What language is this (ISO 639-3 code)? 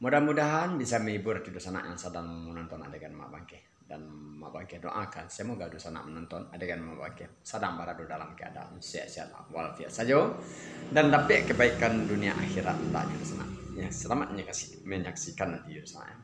min